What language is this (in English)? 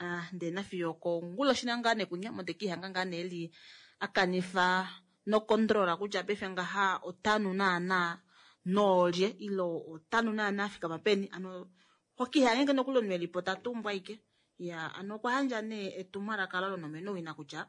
Kuanyama